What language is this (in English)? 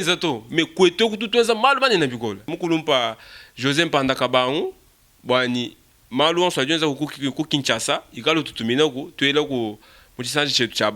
Luba-Lulua